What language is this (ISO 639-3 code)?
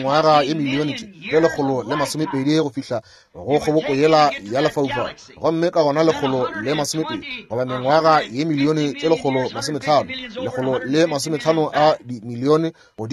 nso